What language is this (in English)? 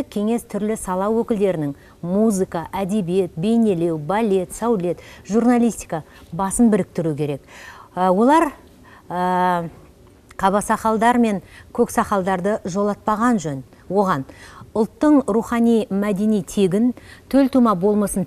Kazakh